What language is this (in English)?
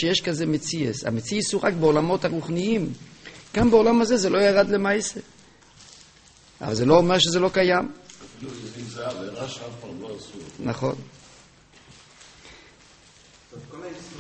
Hebrew